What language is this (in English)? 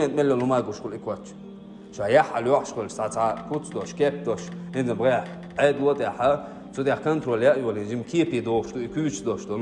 Chechen